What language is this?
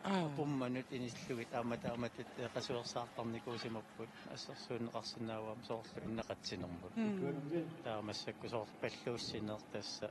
Kalaallisut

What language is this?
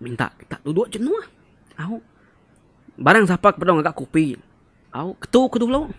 Iban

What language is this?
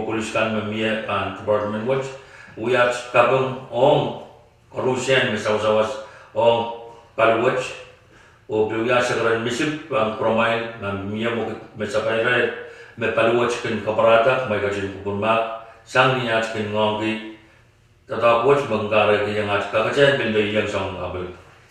Pohnpeian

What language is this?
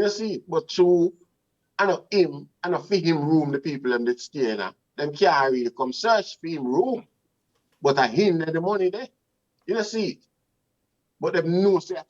Jamaican Creole English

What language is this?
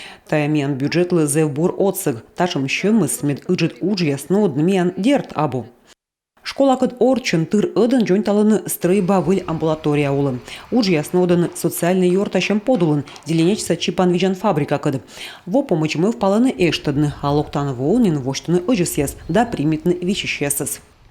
Komi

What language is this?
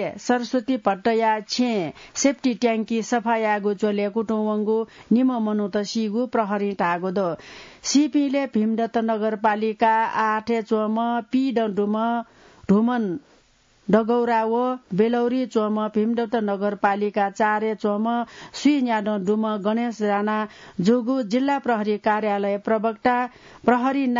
Newari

